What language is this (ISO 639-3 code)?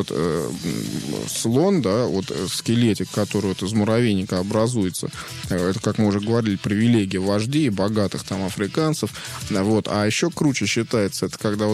rus